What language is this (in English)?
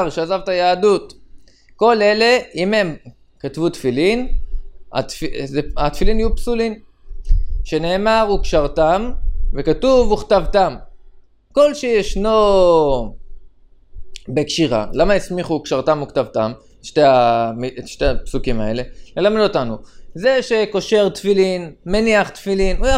Hebrew